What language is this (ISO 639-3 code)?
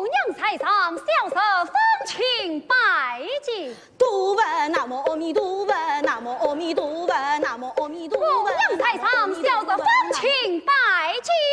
wuu